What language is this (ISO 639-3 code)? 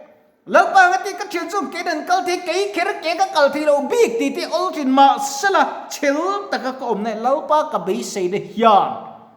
lus